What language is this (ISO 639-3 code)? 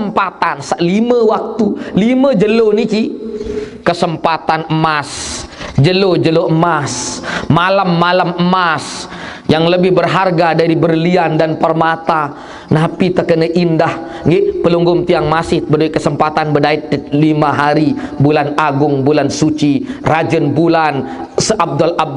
sas